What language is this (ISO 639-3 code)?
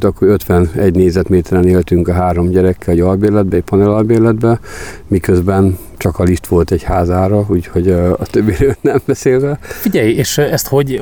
hun